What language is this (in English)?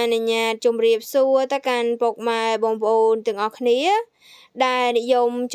Khmer